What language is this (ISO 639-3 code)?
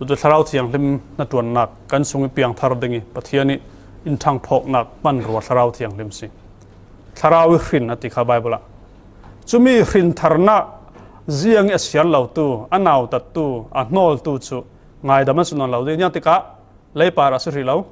cfm